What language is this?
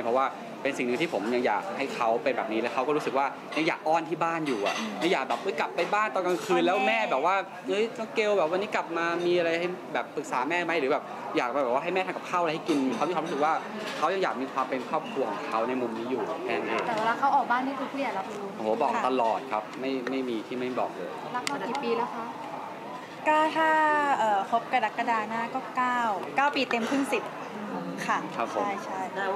Thai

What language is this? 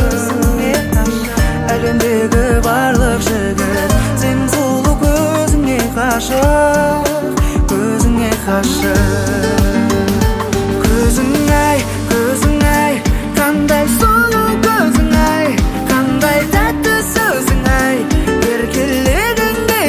Kazakh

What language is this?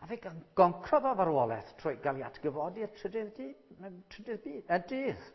Welsh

